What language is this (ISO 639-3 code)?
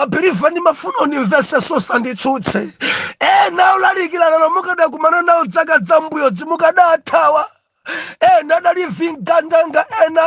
nya